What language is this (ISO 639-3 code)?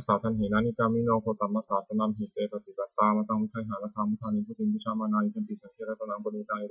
pli